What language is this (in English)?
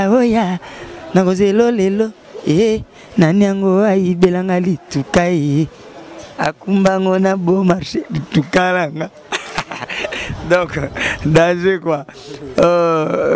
Lingala